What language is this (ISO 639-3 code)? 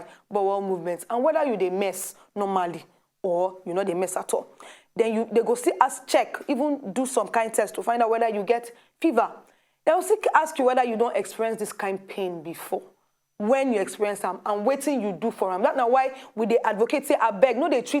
pcm